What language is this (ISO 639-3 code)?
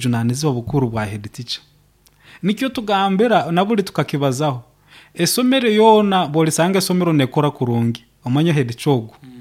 nyo